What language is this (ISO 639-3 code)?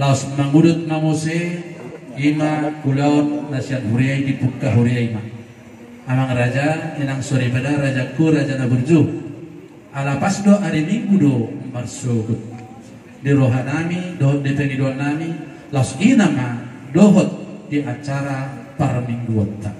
bbc